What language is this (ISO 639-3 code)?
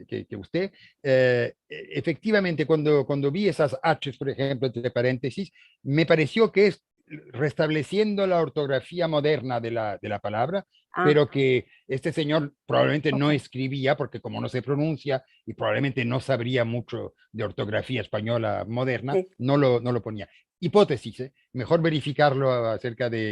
lad